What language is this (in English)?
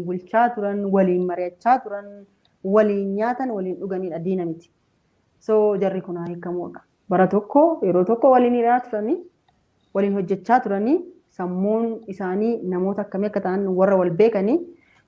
Oromo